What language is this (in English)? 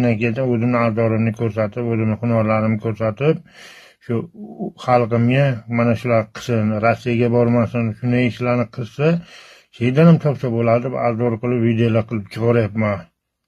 Uzbek